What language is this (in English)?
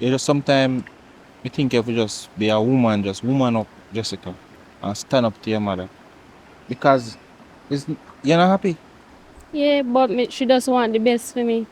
Jamaican Creole English